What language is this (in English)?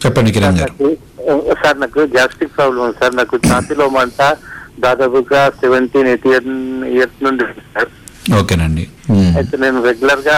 Telugu